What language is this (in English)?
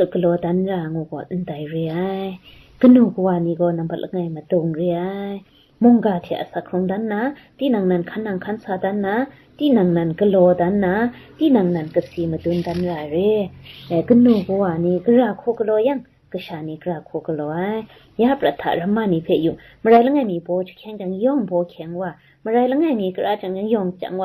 Kachin